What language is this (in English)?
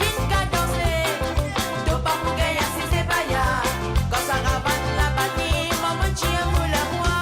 Morisyen